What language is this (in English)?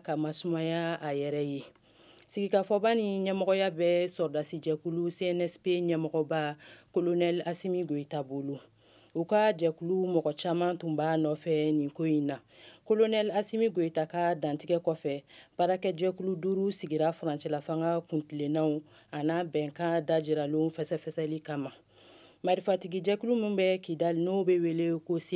Bambara